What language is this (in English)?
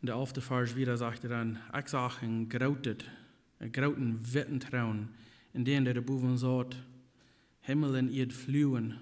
Plautdietsch